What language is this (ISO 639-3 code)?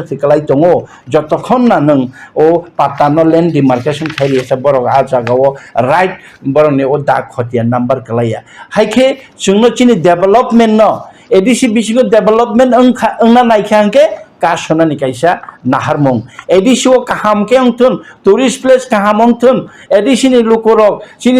trp